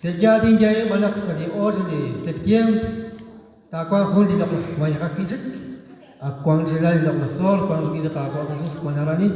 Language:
Kekchí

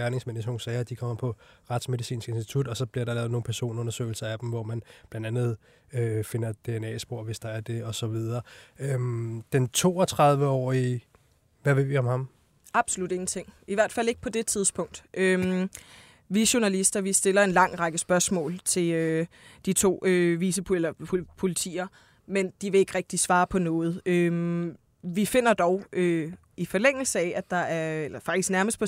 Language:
Danish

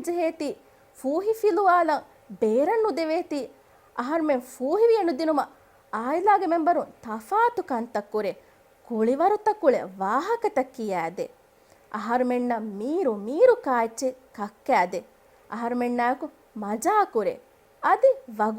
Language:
Divehi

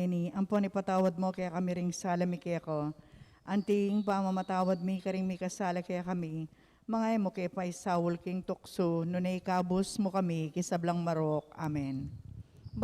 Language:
Pampanga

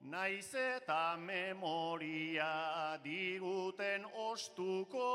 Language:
Basque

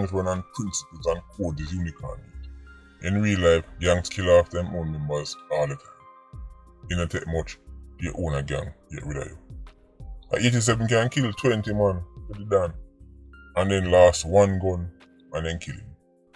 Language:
Jamaican Creole English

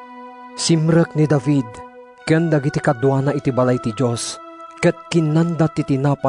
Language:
Iloko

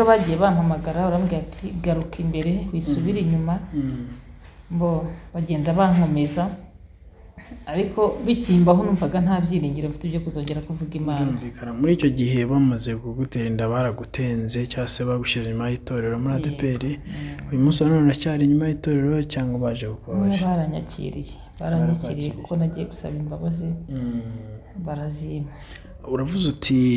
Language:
Kinyarwanda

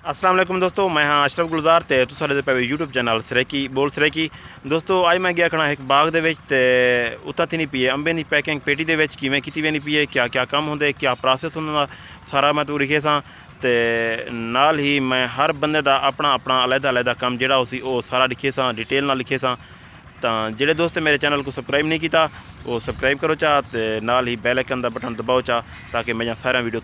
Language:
Saraiki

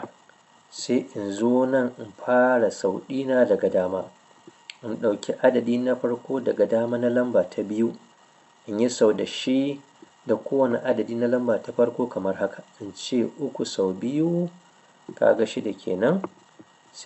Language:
Hausa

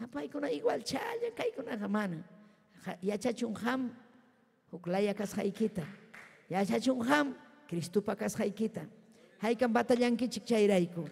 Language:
Ayacucho Quechua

